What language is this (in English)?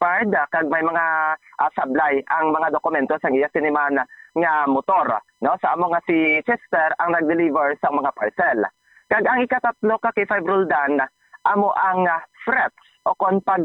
Hiligaynon